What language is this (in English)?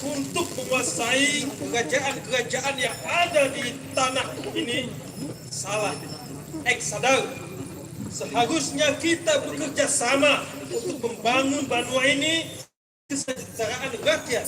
Banjar